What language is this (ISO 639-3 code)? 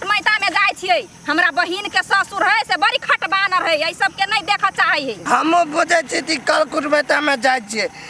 mai